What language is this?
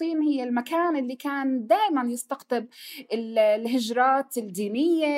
North Levantine Arabic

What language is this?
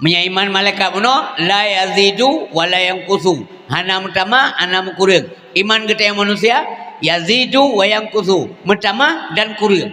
Achinese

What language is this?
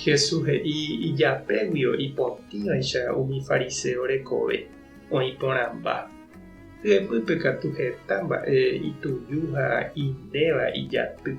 Guarani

